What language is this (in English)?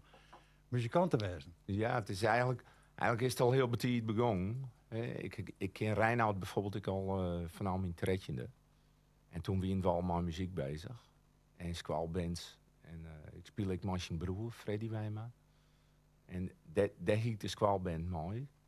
Western Frisian